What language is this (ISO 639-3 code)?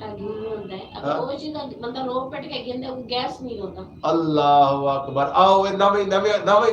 skr